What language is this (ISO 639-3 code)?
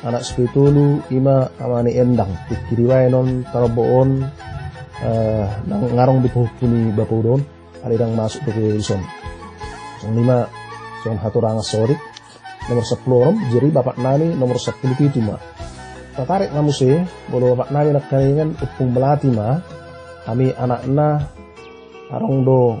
bbc